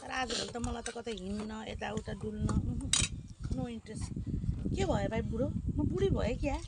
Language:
Nepali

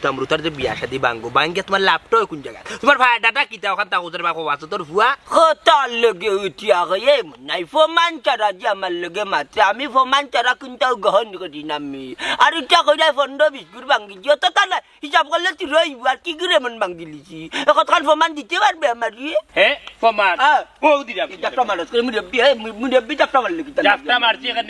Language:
Sylheti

